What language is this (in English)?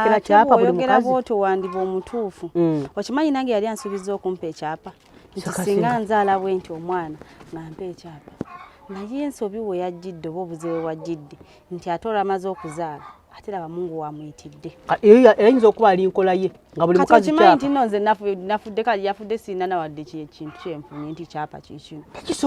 Ganda